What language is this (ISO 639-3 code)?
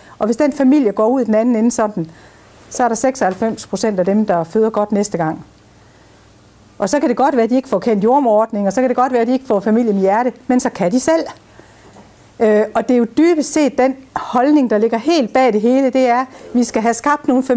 dan